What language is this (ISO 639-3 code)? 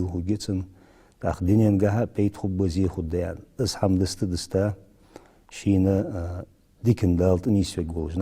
inh